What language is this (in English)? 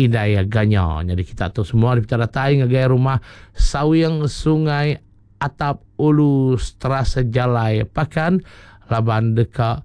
Iban